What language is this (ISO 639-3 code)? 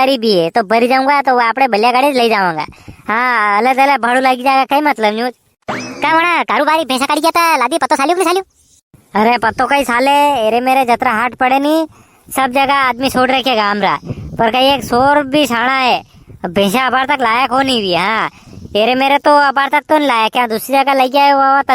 raj